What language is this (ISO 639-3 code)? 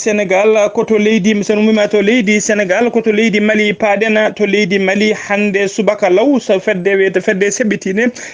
ful